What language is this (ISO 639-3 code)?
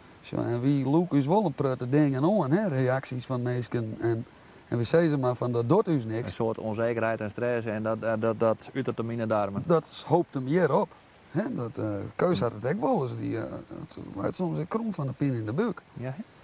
fry